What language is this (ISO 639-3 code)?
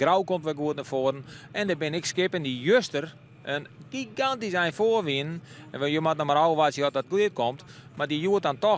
fry